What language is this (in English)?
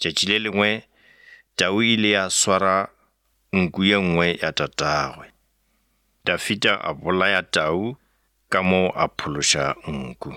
Northern Sotho